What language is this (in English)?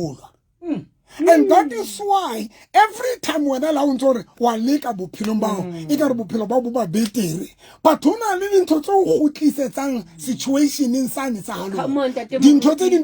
Southern Sotho